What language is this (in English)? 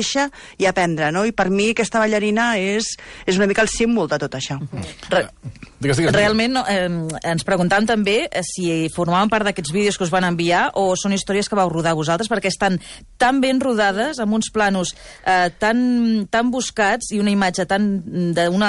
Catalan